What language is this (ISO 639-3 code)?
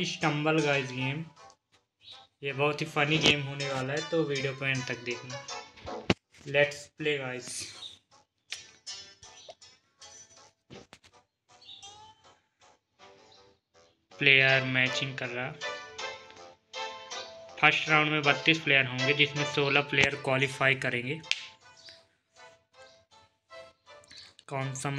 hin